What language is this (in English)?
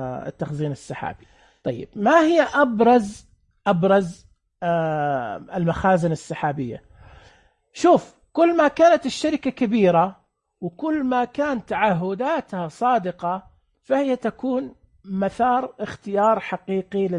Najdi Arabic